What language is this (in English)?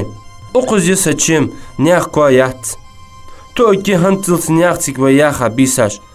Ingush